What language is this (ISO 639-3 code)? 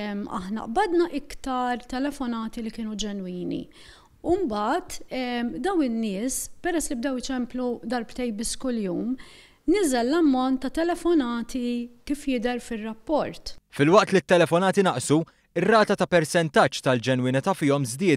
mlt